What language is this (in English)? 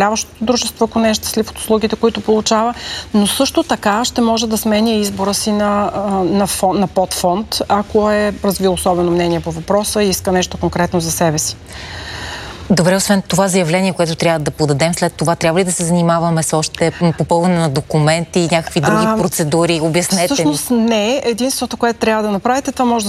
Bulgarian